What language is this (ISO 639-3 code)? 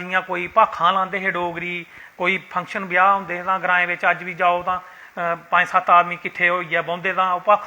doi